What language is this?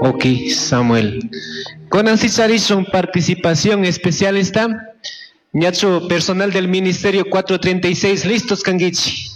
Chimborazo Highland Quichua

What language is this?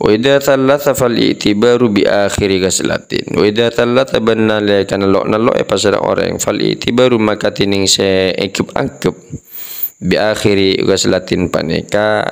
Madurese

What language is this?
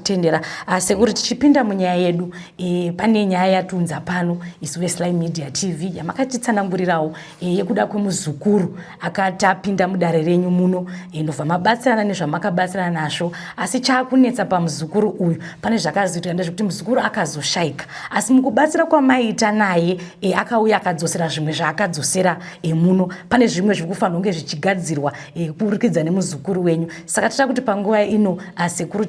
Shona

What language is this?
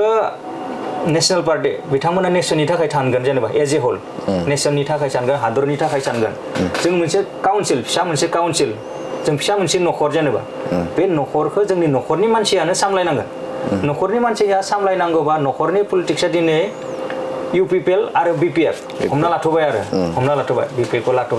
Bodo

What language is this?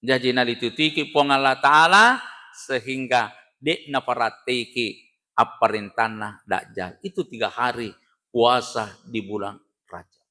Buginese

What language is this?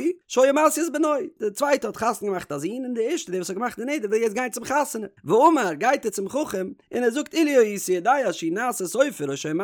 Yiddish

